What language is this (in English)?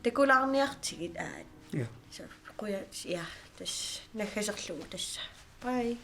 Kalaallisut